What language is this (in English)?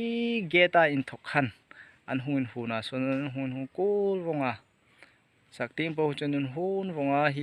Hmar